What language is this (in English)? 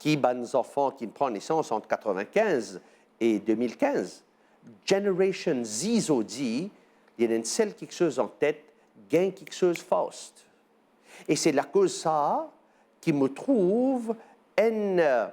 Morisyen